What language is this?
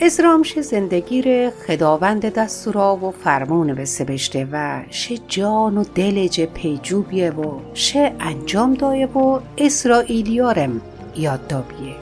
Mazanderani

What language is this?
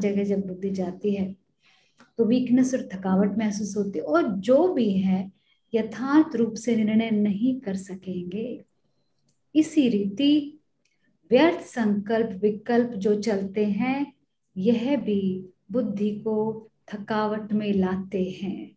Hindi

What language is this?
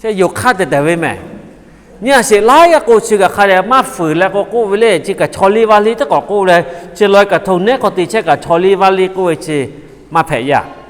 Lahu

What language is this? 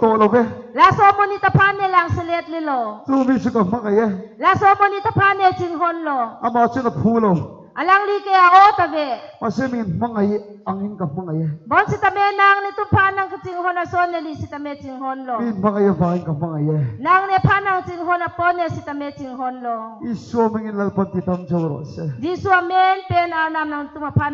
Karbi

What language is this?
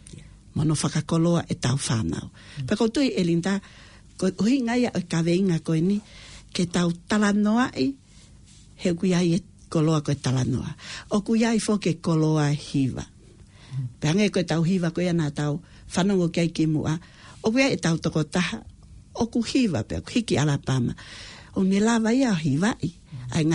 Tongan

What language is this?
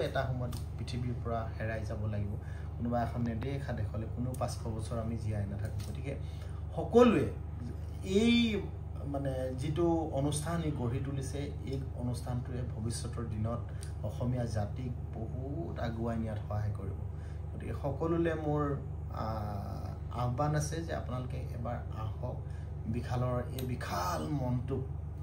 Assamese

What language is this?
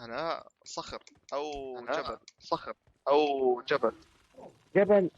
North Levantine Arabic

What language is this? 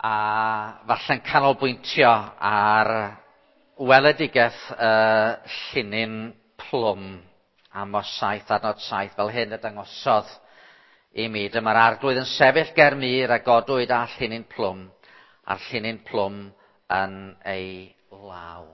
Welsh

